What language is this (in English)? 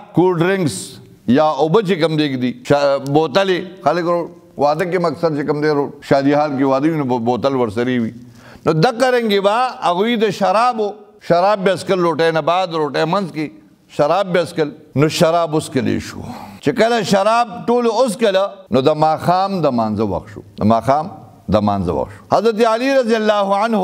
Pashto